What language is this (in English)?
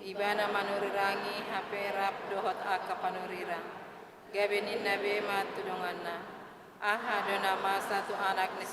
Batak Toba